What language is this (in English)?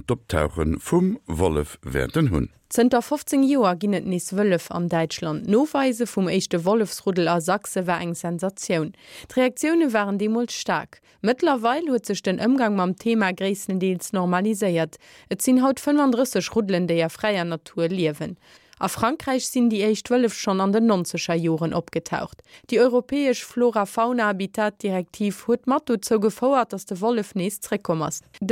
Luxembourgish